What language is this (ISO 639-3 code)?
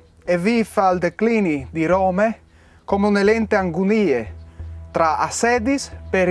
fur